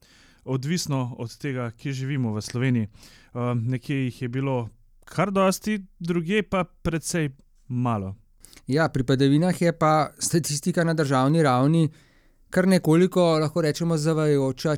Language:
Slovenian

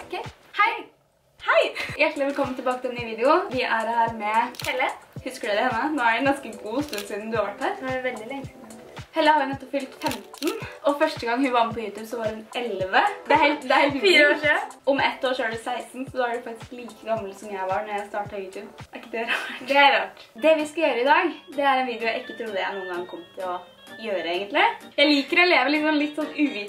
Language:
Norwegian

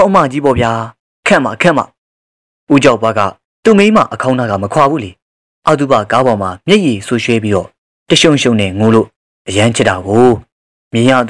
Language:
Burmese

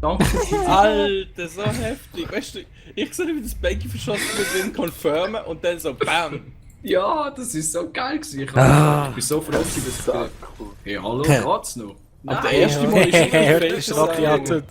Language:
Swiss German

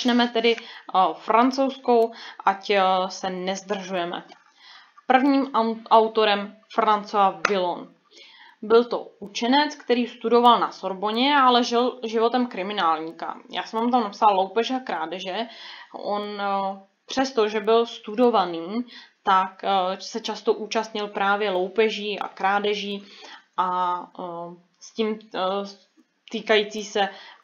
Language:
Czech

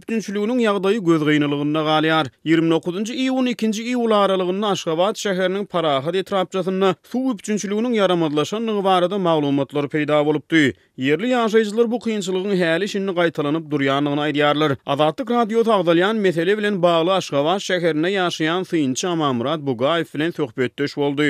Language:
Turkmen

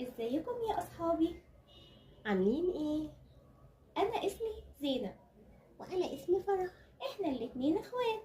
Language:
Egyptian Arabic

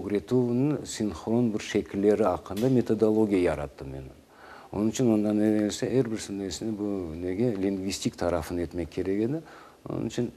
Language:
Crimean Tatar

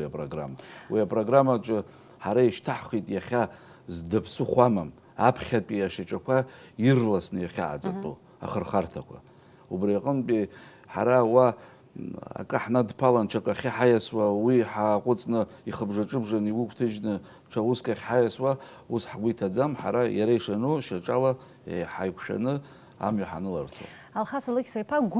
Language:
Abkhazian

